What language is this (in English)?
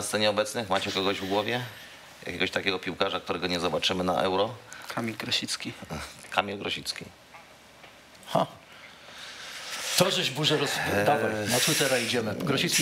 Polish